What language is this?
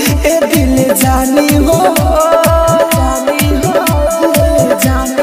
Bhojpuri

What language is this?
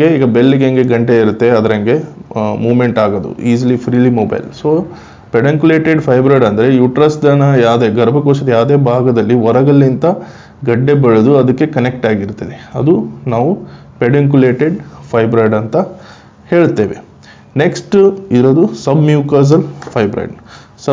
Kannada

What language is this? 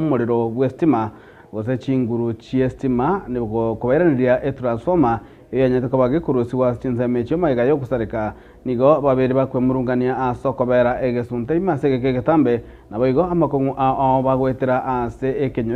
Gusii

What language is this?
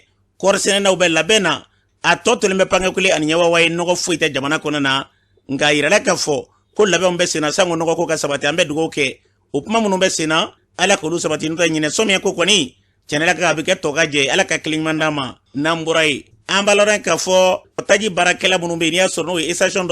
Bambara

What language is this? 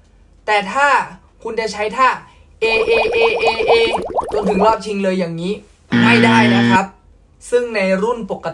Thai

